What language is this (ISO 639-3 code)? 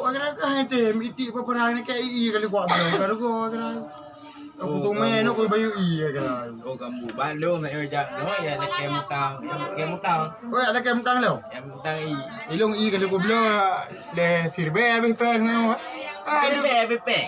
ace